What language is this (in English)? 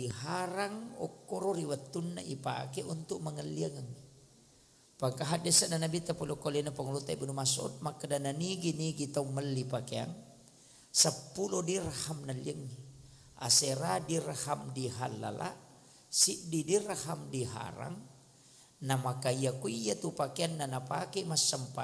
Buginese